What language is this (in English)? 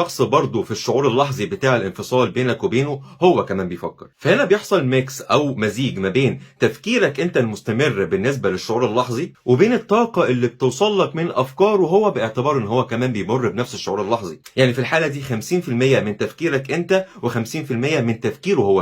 Egyptian Arabic